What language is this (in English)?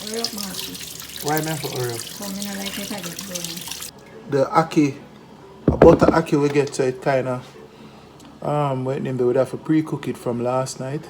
Jamaican Creole English